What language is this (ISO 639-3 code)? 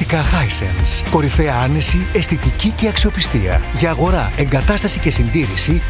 ell